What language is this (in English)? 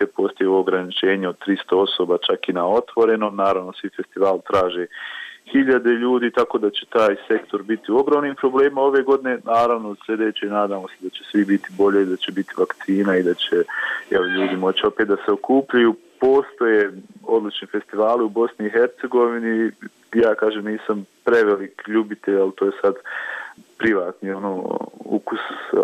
Bosnian